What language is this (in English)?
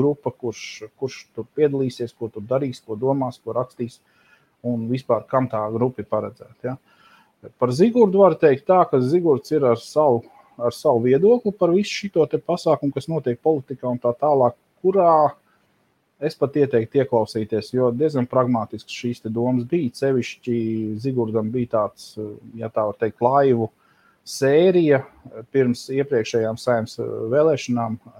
Latvian